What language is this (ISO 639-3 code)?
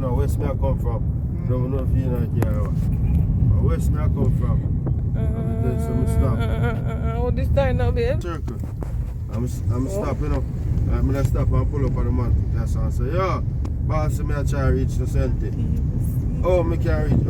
jam